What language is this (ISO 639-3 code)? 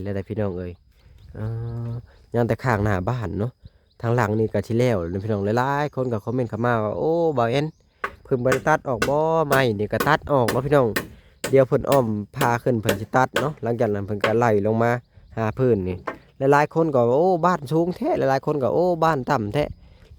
lao